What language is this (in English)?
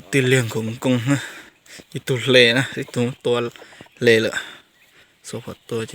Hmong